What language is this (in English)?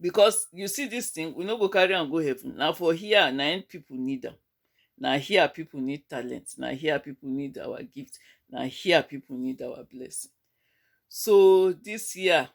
Nigerian Pidgin